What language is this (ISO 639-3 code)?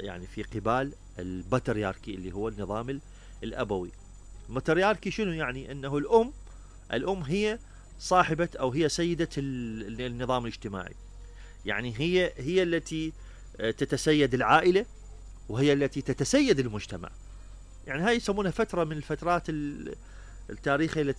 acm